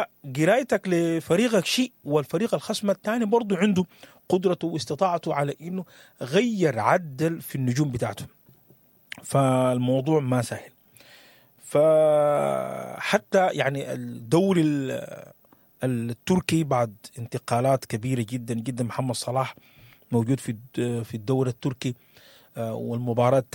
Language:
Sudanese Arabic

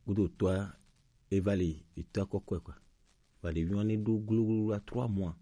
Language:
Gen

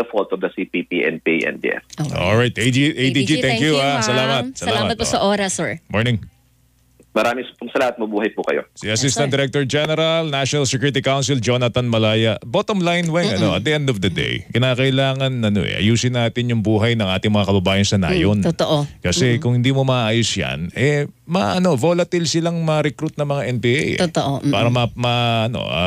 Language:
Filipino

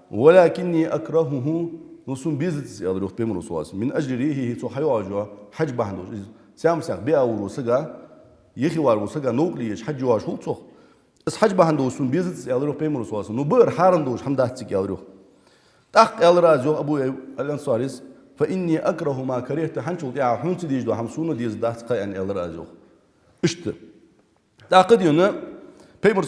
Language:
Ingush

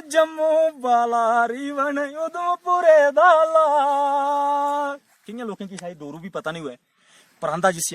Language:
Dogri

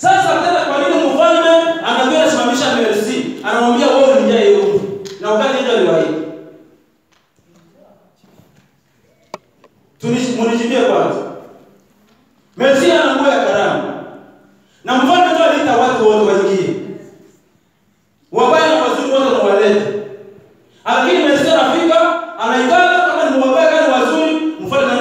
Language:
Swahili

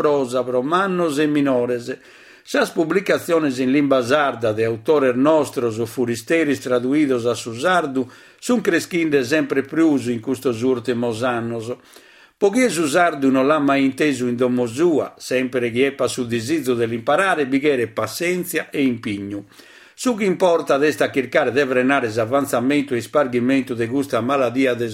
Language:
Sardinian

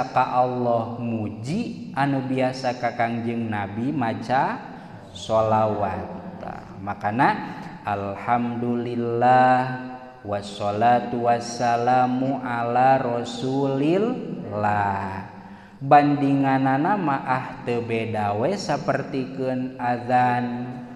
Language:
Sundanese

